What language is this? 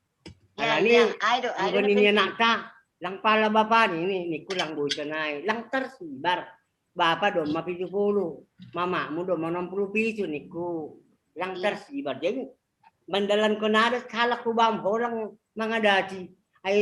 Batak Simalungun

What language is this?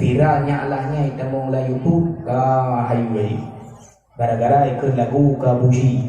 Achinese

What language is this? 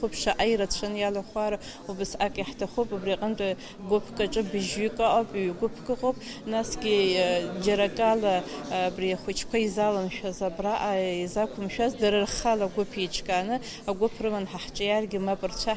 Abkhazian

